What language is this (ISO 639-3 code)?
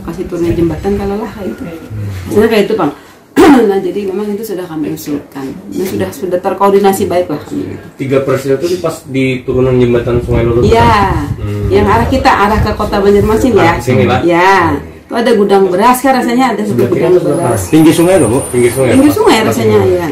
bjn